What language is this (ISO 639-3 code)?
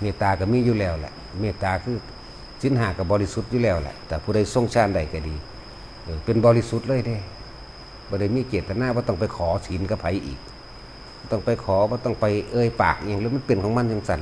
tts